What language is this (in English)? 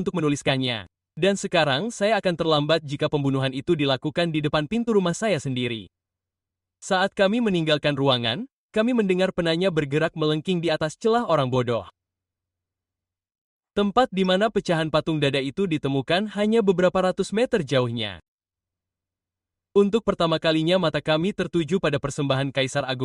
Indonesian